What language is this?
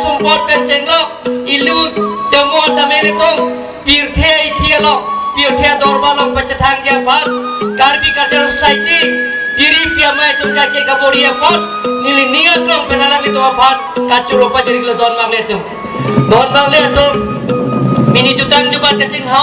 Karbi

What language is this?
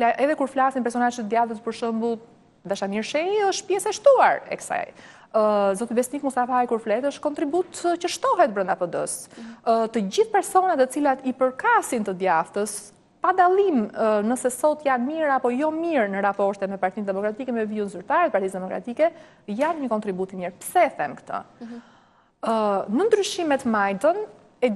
Albanian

